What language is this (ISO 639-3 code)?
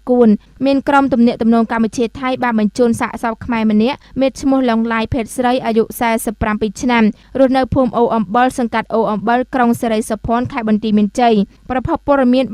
khm